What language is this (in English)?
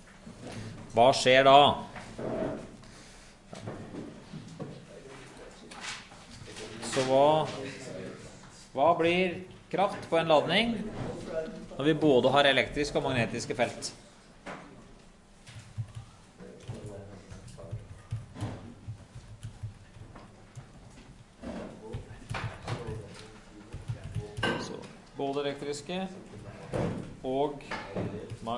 Norwegian